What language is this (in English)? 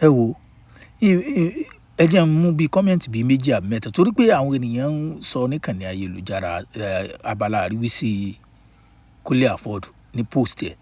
Yoruba